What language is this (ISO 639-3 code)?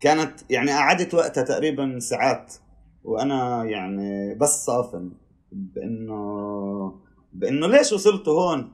apc